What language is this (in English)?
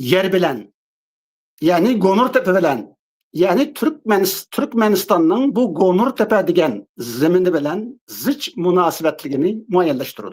Uyghur